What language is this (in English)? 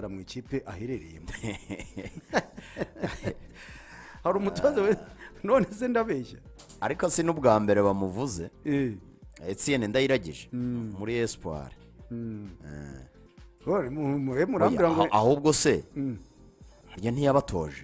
Kinyarwanda